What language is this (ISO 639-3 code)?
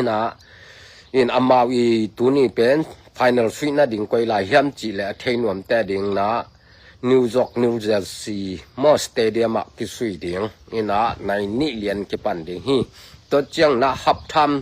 ctd